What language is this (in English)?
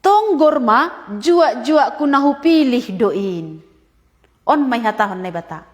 Batak Simalungun